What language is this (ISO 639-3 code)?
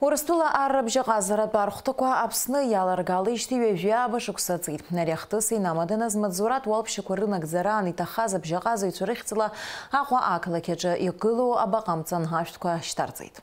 abk